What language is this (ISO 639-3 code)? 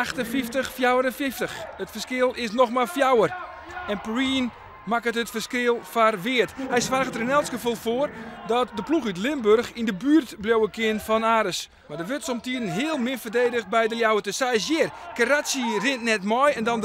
fry